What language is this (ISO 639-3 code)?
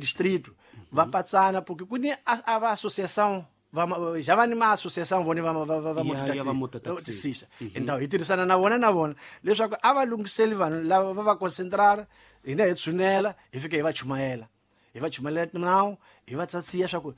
tso